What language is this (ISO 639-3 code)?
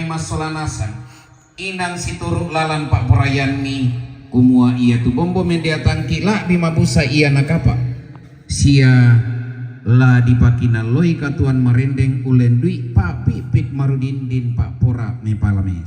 sda